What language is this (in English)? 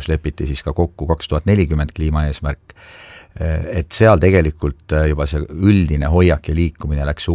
Estonian